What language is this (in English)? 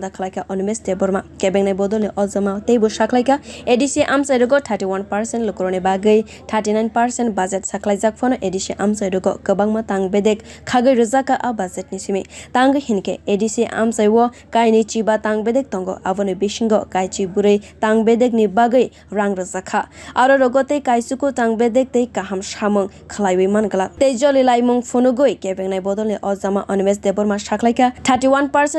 Kok Borok